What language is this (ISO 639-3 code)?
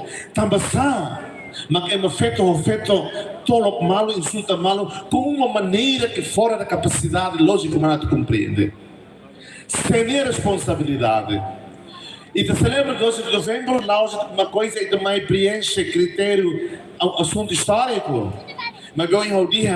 tet